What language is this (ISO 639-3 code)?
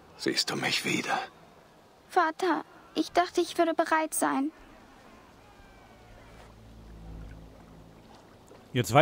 deu